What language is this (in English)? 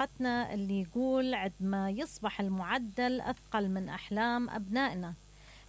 Mesopotamian Arabic